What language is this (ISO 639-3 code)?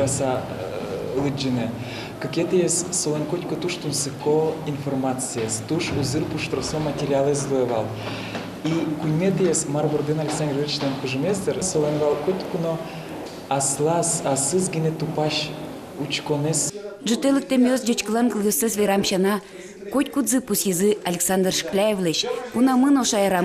udm